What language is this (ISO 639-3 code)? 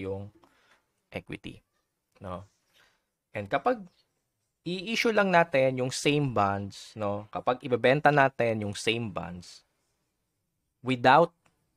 fil